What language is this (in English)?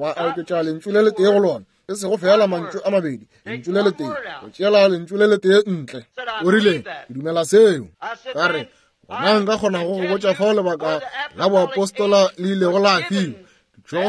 Northern Sotho